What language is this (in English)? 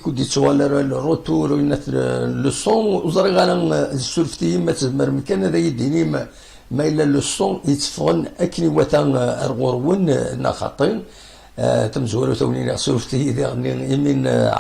Kabyle